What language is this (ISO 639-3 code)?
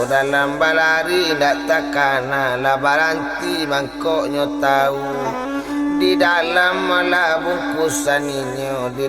min